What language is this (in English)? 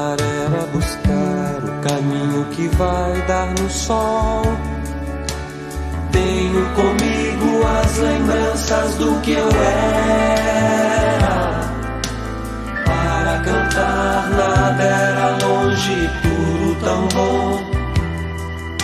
Portuguese